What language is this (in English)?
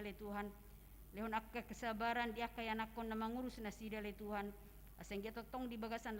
Batak Toba